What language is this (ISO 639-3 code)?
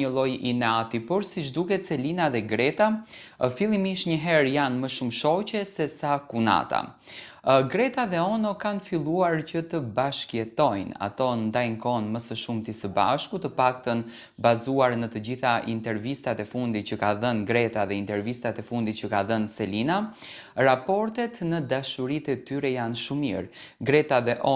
sqi